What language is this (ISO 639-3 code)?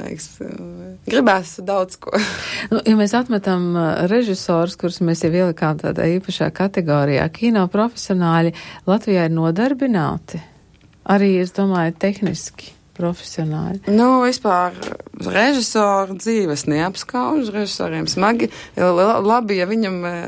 lav